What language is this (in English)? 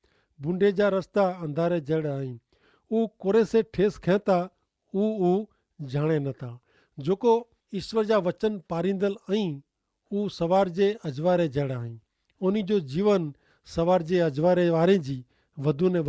Kachhi